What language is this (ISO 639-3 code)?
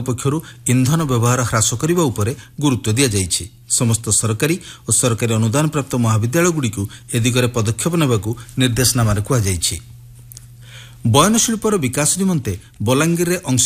ori